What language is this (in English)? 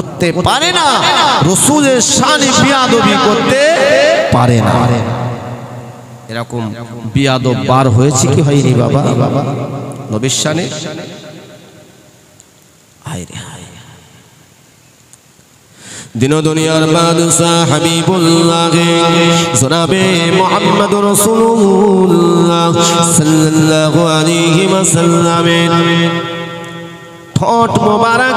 Bangla